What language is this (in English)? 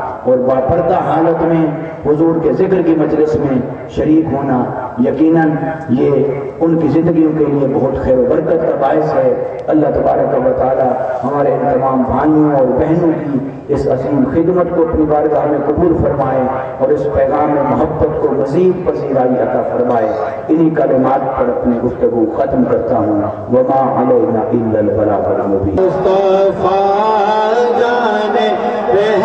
Urdu